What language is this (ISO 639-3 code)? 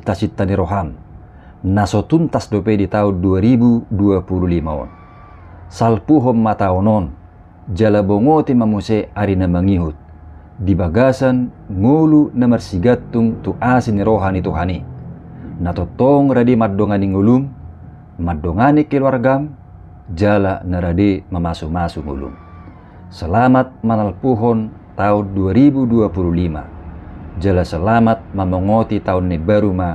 bbc